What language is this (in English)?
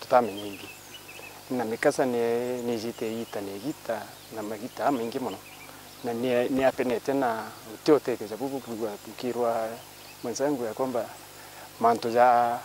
Meru